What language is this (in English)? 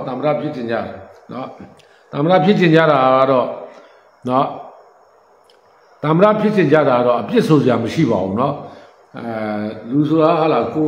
Burmese